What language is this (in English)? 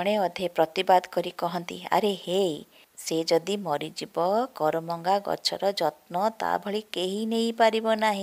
Odia